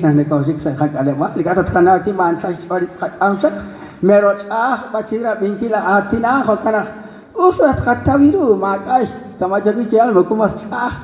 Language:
Kekchí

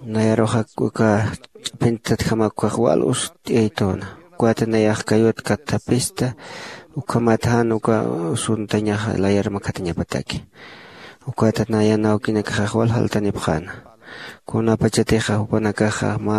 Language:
Aymara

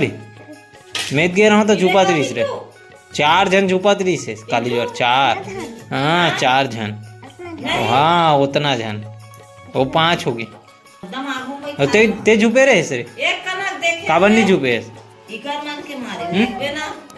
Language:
Chhattisgarhi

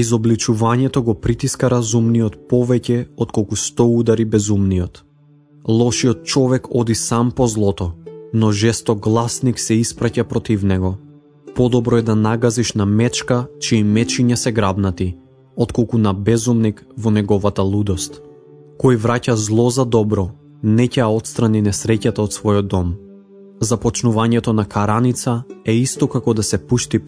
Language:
Macedonian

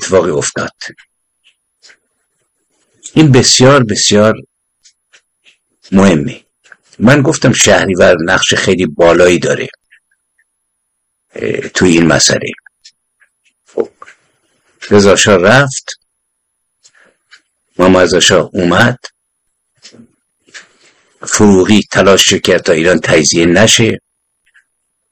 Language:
Persian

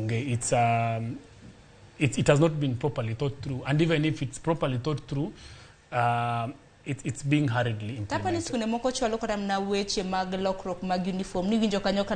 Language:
Luo (Kenya and Tanzania)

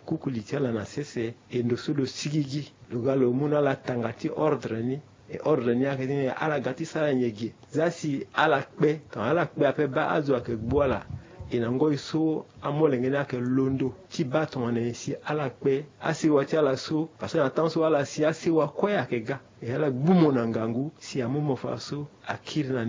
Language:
Sango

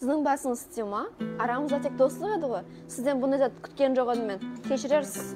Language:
Kara-Kalpak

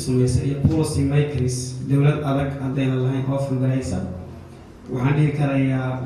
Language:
Somali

